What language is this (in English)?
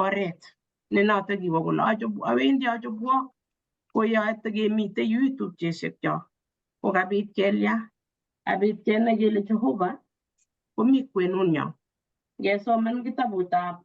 Kalenjin